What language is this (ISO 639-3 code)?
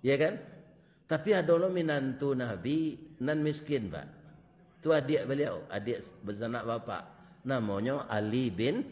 min